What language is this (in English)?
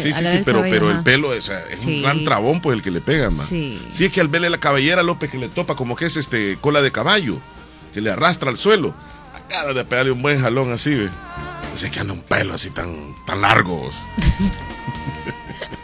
Spanish